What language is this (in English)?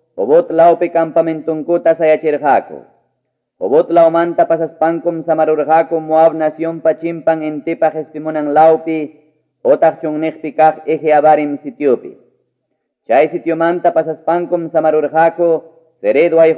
Ayacucho Quechua